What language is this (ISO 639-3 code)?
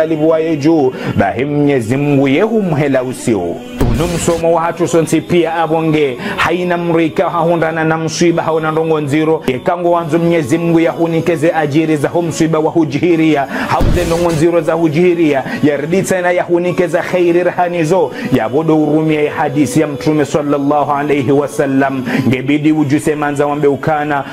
zdj